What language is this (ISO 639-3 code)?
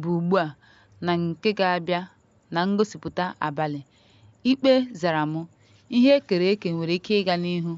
ibo